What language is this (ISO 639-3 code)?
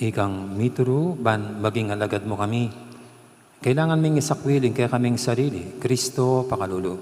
pam